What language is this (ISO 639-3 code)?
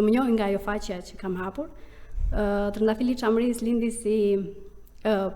sqi